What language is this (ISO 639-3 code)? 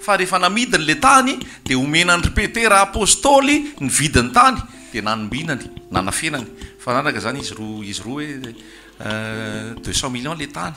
mlg